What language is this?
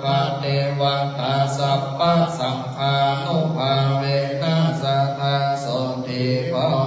Pali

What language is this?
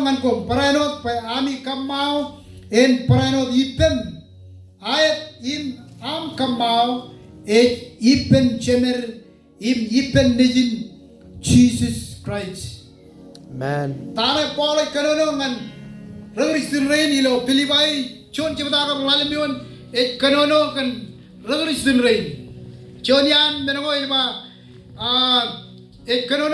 Marshallese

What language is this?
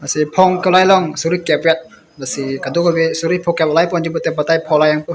Karbi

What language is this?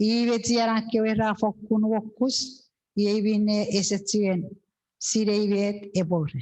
Chuukese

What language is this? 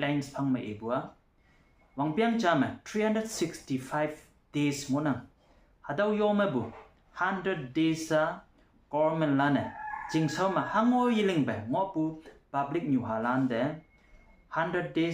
Konyak Naga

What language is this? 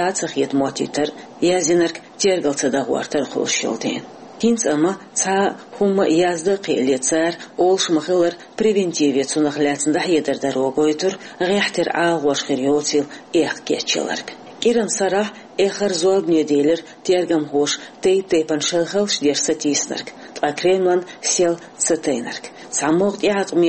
Chechen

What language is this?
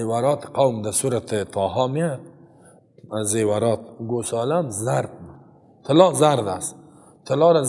Persian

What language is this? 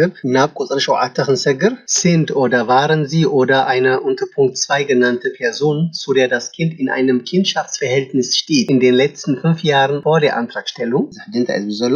Tigrinya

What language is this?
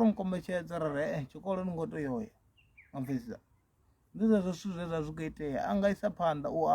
Venda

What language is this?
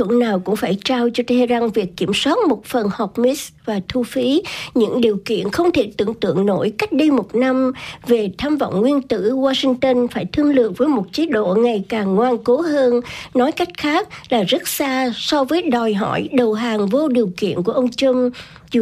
Vietnamese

